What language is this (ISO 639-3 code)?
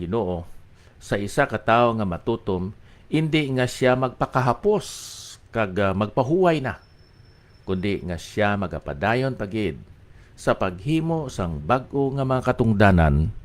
hil